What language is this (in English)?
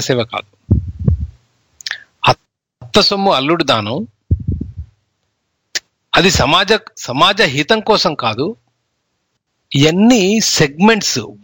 Telugu